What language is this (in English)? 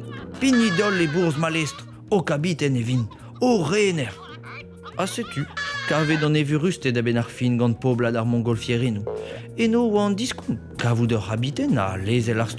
Breton